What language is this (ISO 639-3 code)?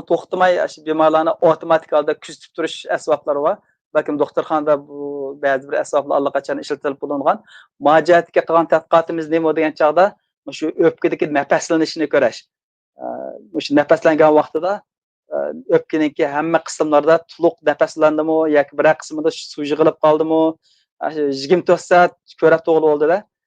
uig